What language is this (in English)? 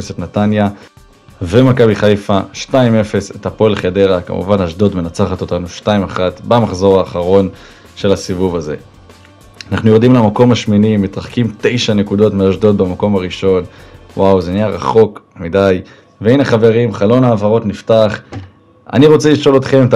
Hebrew